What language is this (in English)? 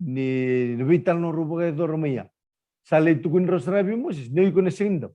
Fijian